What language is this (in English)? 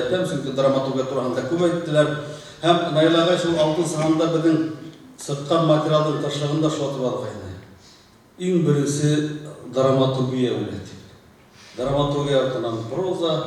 Bashkir